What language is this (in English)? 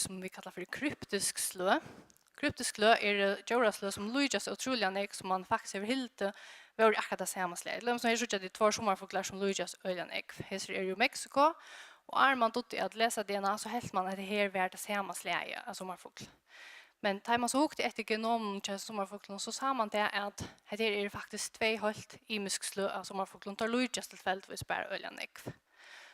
Faroese